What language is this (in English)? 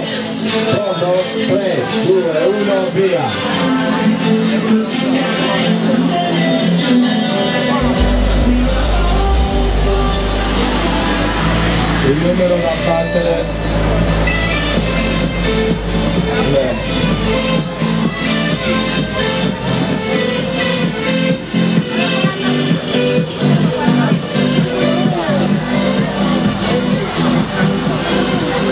Italian